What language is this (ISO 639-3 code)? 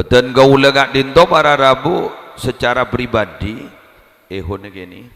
mad